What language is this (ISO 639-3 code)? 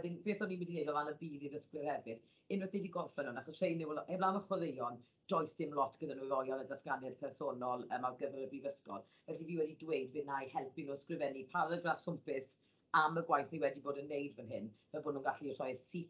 cym